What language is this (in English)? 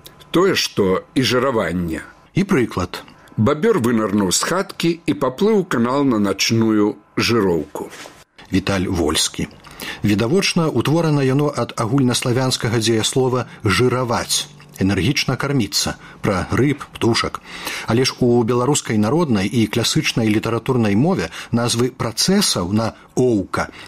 Belarusian